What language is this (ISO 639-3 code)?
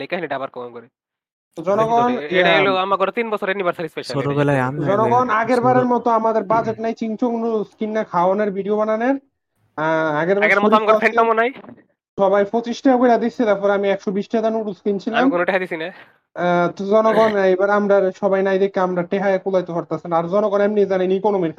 ben